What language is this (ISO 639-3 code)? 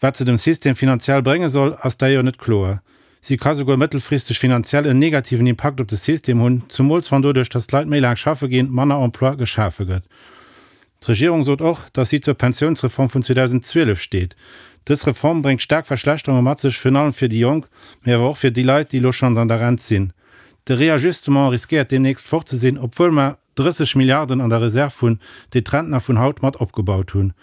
ltz